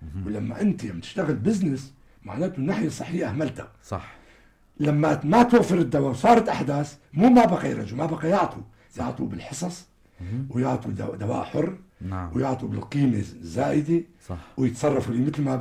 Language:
North Levantine Arabic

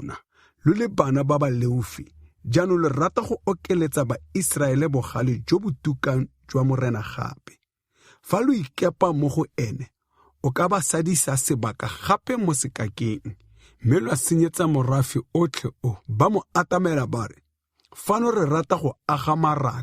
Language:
Tswana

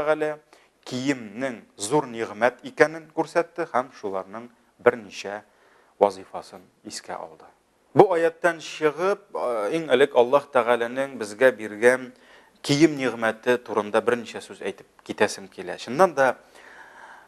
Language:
Tatar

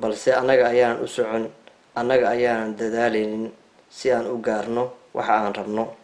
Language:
Somali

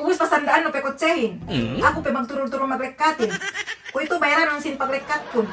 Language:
Yakan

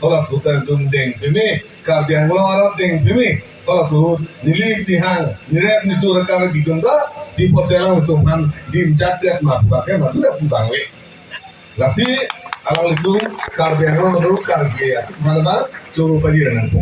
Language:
Karbi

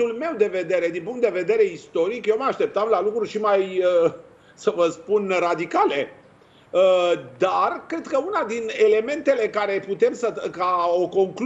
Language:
Romanian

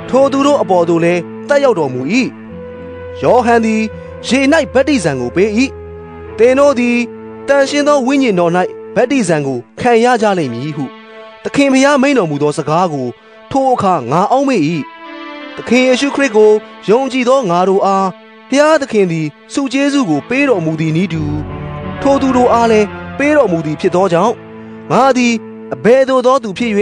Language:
Burmese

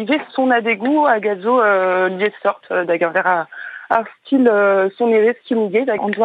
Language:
Breton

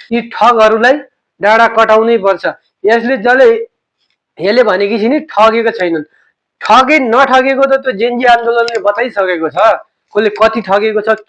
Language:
Nepali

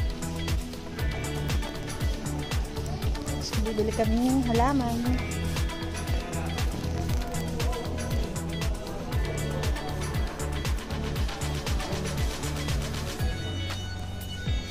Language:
Filipino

